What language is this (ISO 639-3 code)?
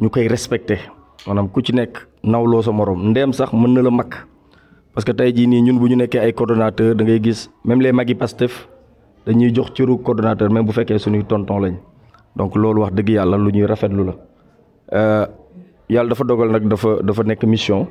wol